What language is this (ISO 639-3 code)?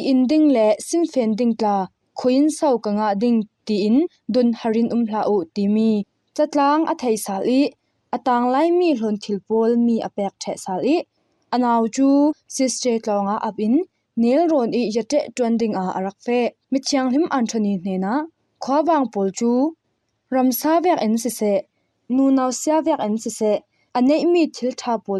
cfm